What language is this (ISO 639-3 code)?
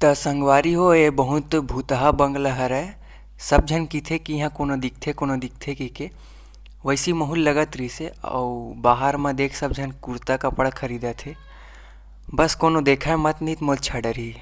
hne